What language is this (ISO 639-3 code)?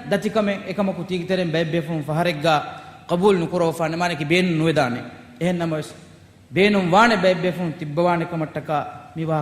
div